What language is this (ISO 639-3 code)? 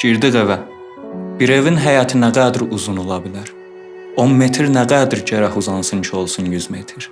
azb